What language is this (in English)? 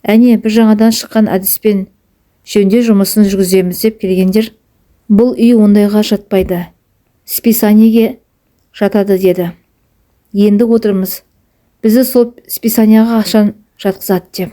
Kazakh